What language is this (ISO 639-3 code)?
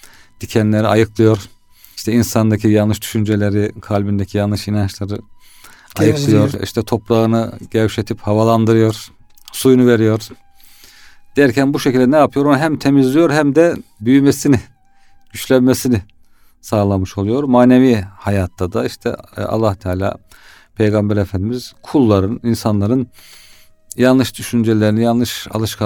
tur